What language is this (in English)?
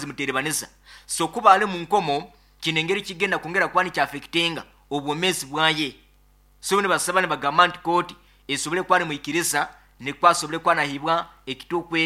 Nyankole